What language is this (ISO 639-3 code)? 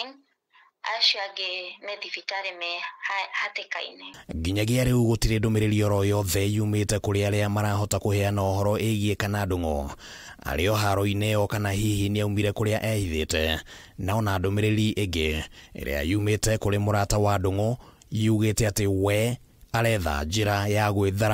kik